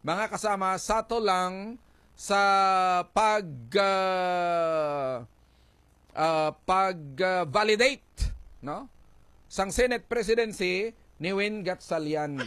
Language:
Hiligaynon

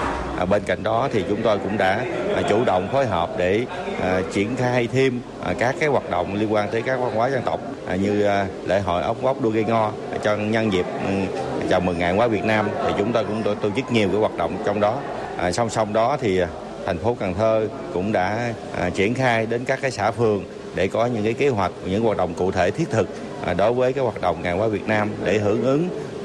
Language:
Vietnamese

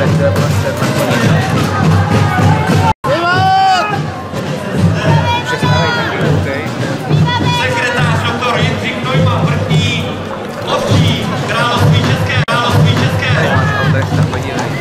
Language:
Czech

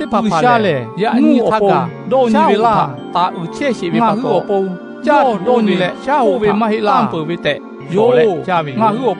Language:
Lahu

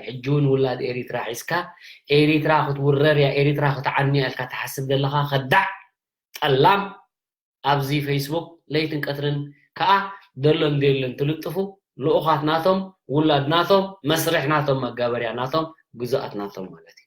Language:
Tigrinya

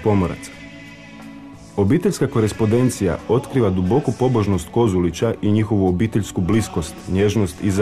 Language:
Croatian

